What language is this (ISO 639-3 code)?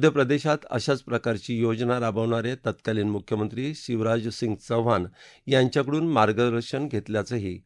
mar